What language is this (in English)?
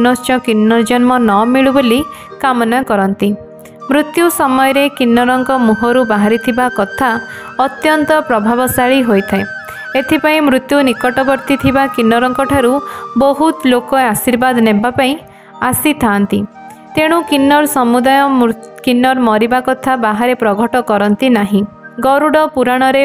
Odia